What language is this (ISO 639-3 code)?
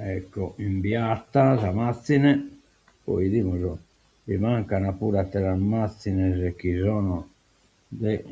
srd